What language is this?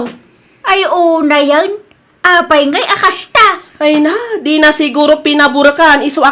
Iloko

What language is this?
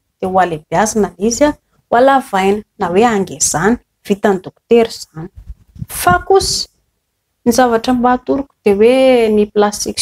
Malagasy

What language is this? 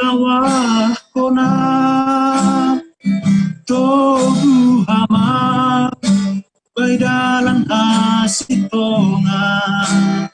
Batak Simalungun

